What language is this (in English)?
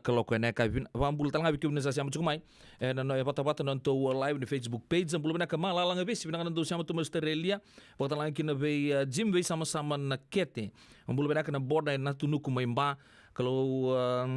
Fijian